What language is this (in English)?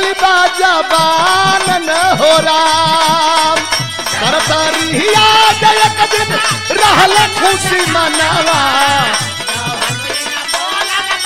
Bhojpuri